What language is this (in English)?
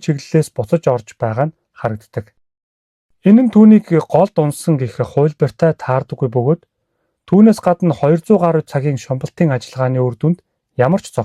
Mongolian